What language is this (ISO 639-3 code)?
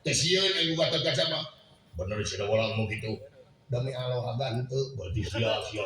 sun